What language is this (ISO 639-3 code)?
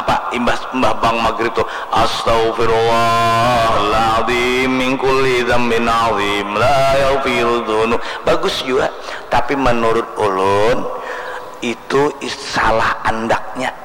bjn